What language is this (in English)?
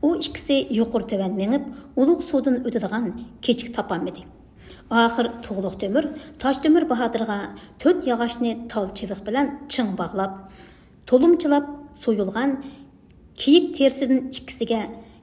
Uyghur